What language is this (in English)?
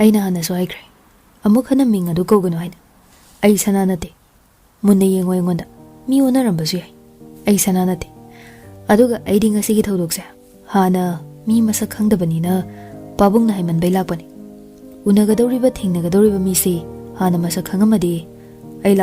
Manipuri